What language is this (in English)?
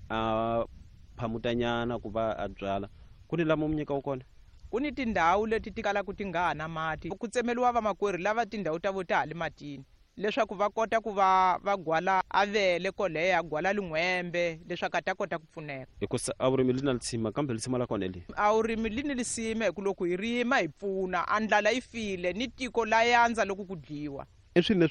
Tsonga